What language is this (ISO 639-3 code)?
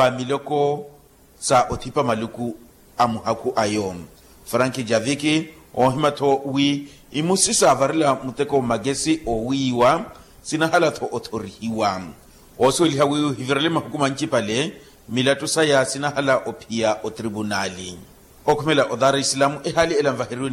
vmw